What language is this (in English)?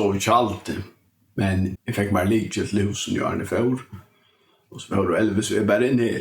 Faroese